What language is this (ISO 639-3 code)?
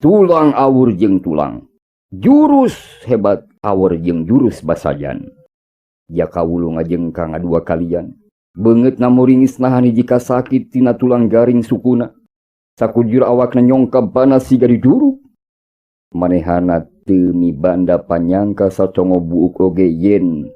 sun